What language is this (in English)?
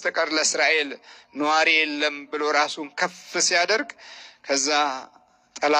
Amharic